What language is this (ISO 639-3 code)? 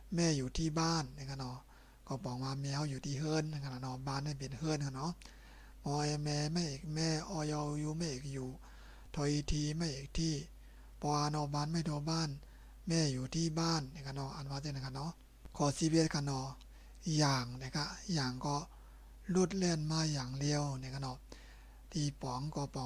shn